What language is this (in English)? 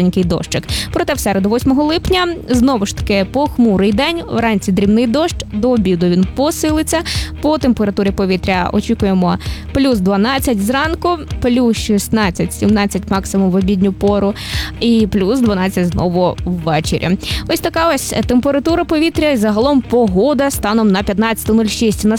Ukrainian